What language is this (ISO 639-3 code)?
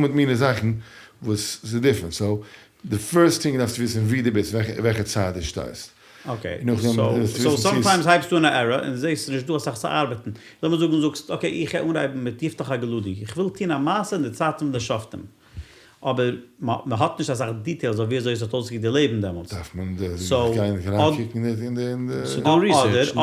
yid